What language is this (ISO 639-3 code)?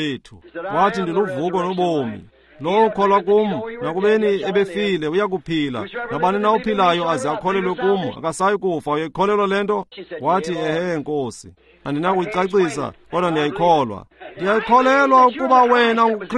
xho